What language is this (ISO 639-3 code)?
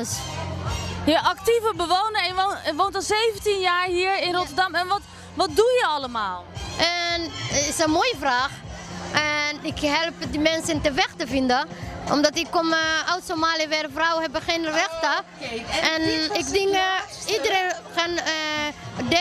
nld